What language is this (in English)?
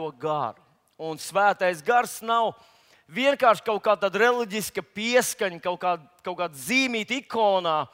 Latvian